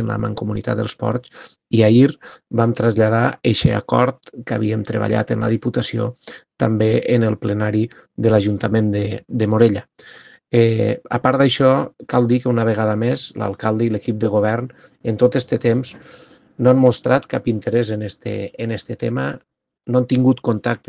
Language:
Catalan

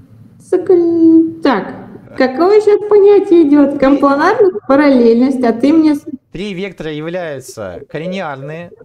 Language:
Russian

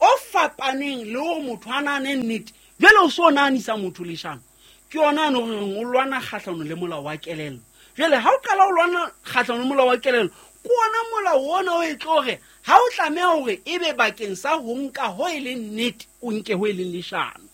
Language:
Southern Sotho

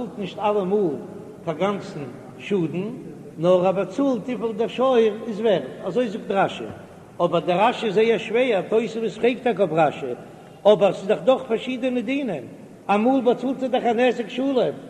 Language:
Yiddish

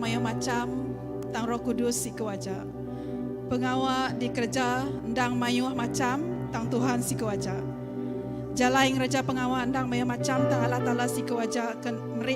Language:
Iban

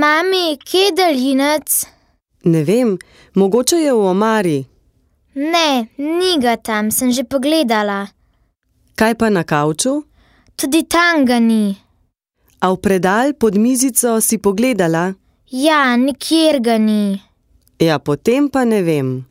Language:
Slovenian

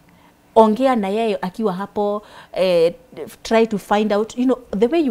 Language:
English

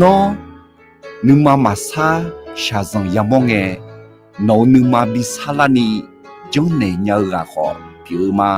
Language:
Akha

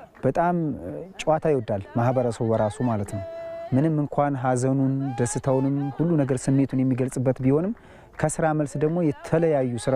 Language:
Amharic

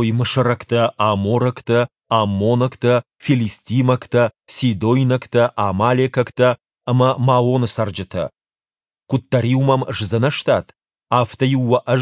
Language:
Ossetic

